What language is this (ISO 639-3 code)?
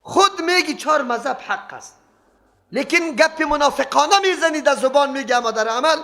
fas